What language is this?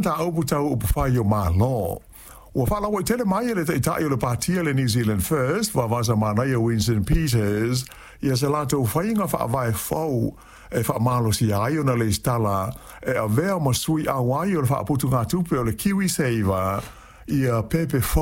Samoan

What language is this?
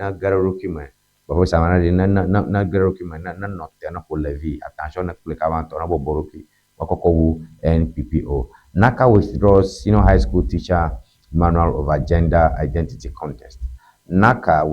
Ewe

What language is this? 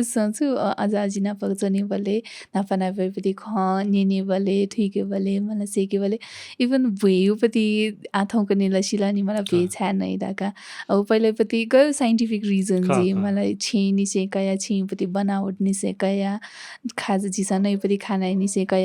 Newari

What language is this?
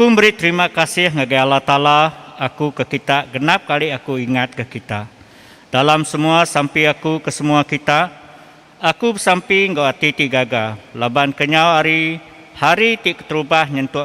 Iban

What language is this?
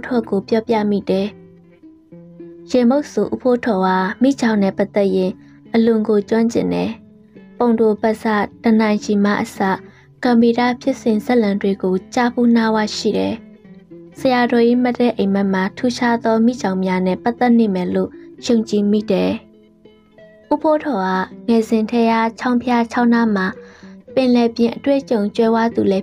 Burmese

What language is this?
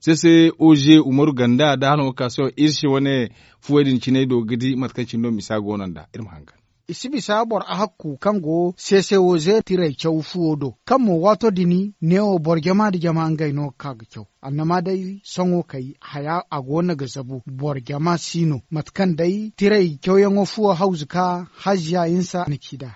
Zarma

